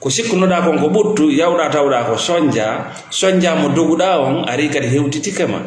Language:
Fula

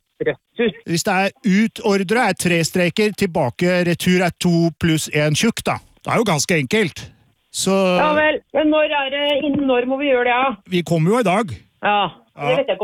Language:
Norwegian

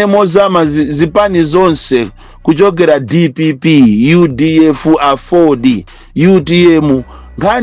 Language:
Nyanja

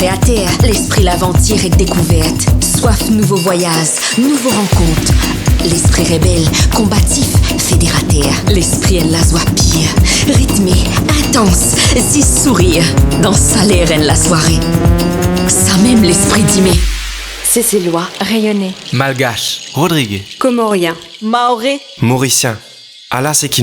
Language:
Morisyen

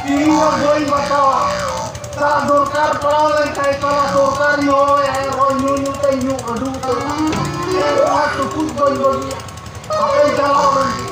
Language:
Santali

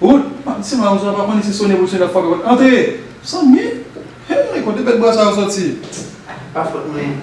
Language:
Haitian Creole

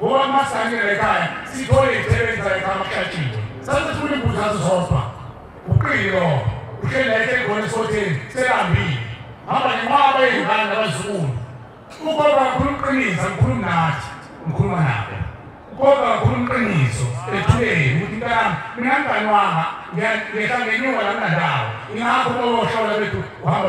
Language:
Zulu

